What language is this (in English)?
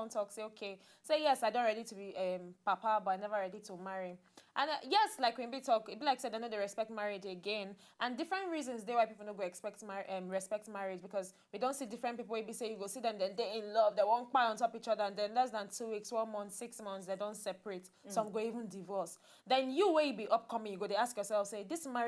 Nigerian Pidgin